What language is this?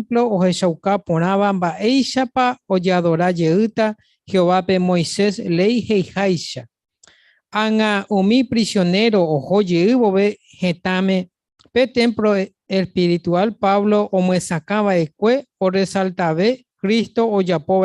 Guarani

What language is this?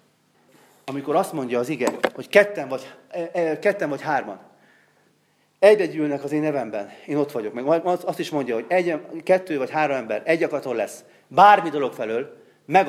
Hungarian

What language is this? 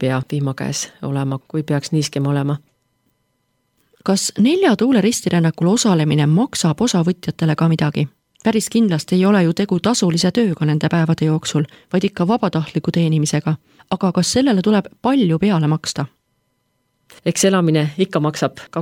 Estonian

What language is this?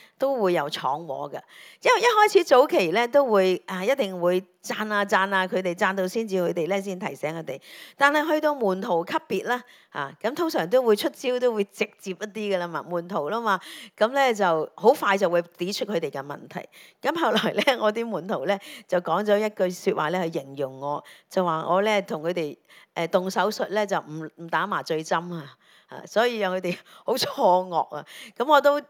Cantonese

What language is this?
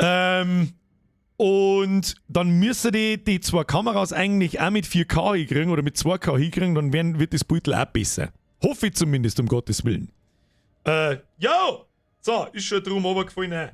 Bavarian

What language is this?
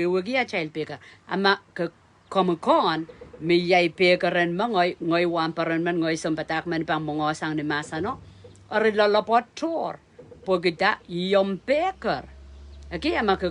Pohnpeian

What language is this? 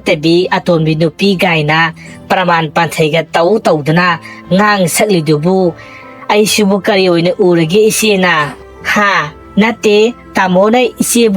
Manipuri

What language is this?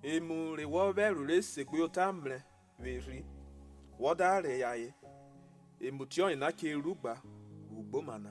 Urhobo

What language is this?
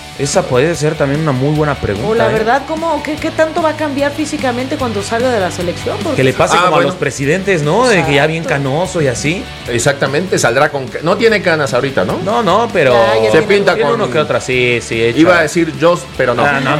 Spanish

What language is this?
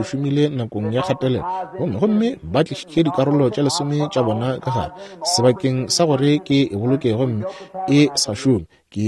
Northern Sotho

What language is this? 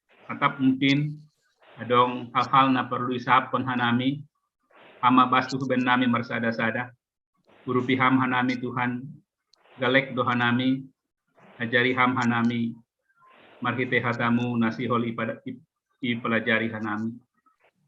Batak Simalungun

